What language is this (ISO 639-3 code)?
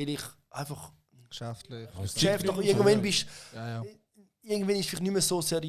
gsw